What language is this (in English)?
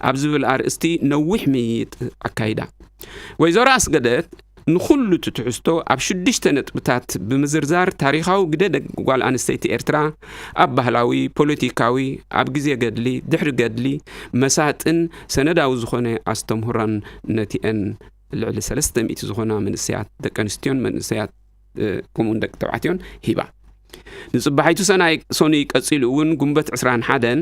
Tigrinya